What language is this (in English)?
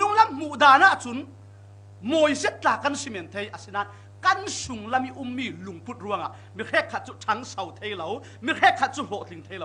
Falam Chin